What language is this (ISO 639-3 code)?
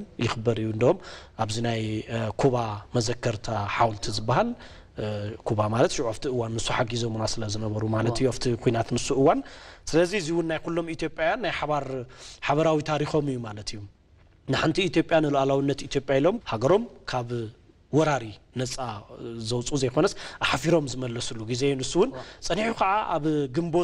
tir